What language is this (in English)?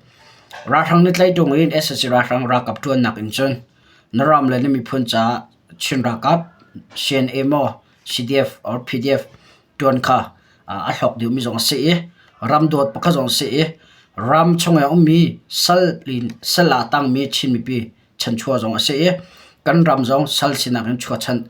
Hakha Chin